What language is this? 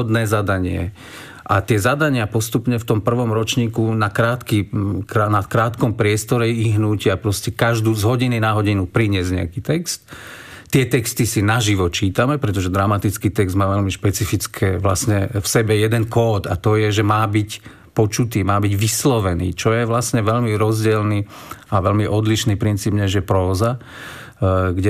Slovak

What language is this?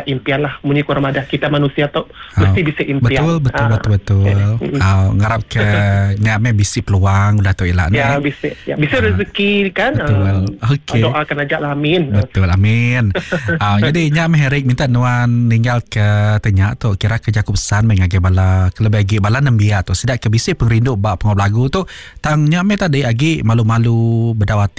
Iban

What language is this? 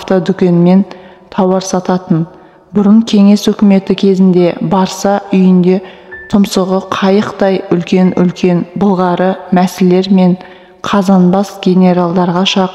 Kazakh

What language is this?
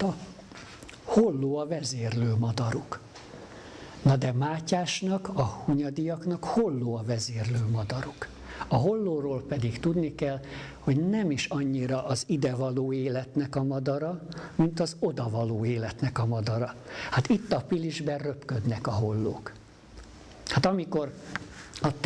Hungarian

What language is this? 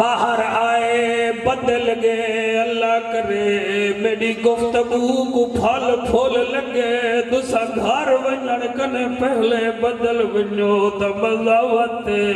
Saraiki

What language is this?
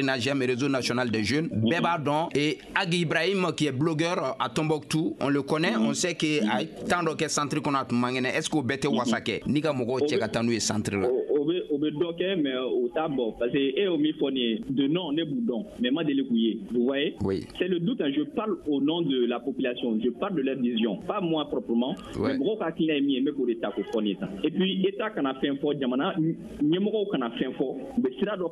Bambara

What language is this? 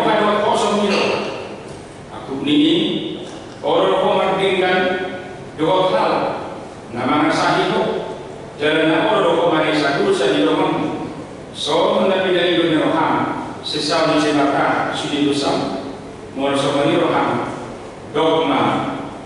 Batak Toba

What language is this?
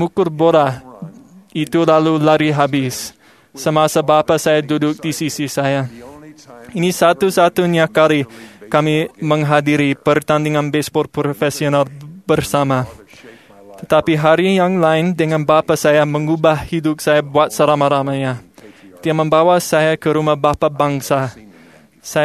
Malay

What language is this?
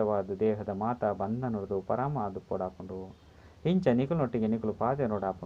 Tulu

